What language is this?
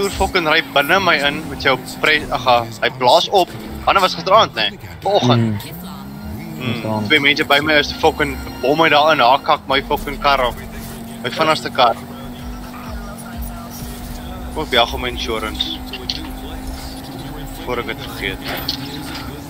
Afrikaans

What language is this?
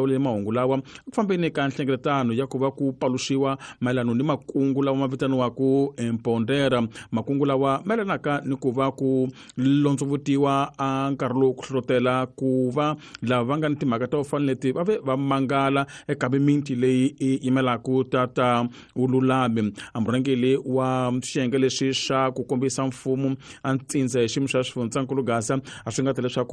Tsonga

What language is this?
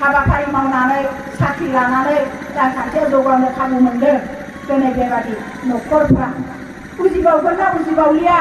Bodo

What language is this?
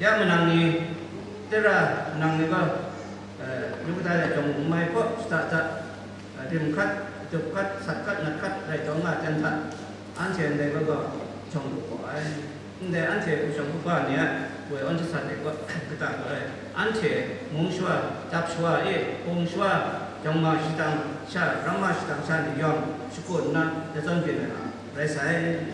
Kachin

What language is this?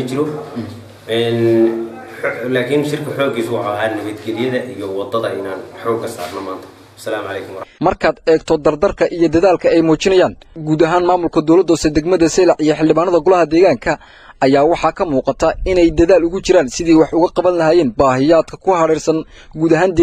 Somali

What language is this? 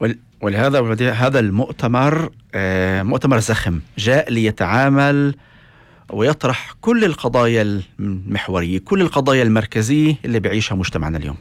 North Levantine Arabic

